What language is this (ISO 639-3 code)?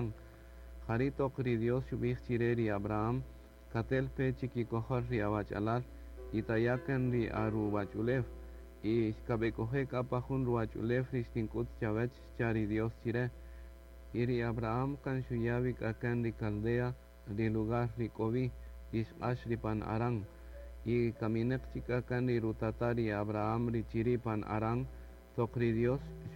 cak